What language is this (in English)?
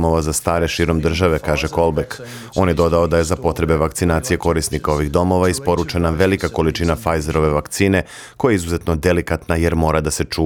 Serbian